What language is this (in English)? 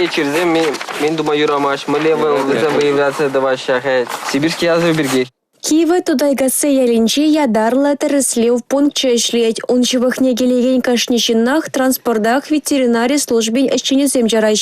Chuvash